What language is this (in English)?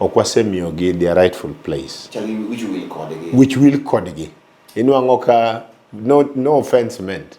Luo (Kenya and Tanzania)